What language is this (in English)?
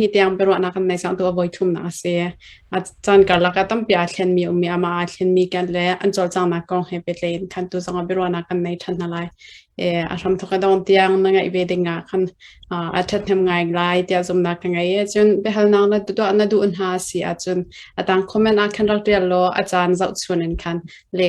Hakha Chin